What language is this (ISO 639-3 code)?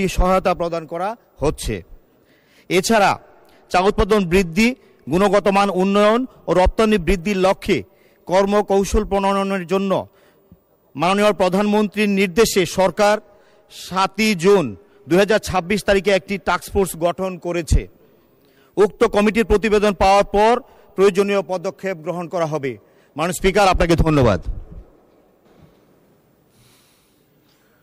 ben